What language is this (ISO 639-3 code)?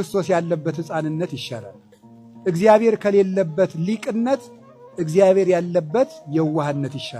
amh